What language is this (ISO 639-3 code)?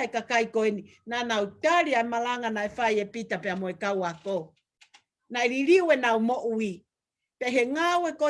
ton